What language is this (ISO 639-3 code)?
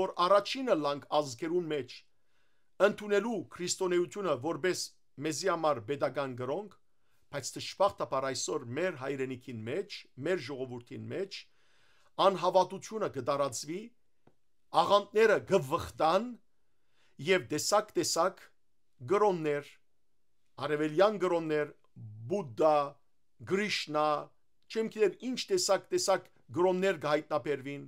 hyw